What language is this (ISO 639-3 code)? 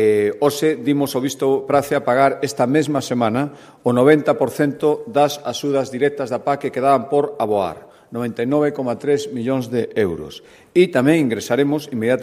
glg